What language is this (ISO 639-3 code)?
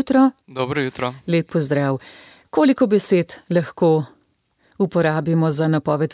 slv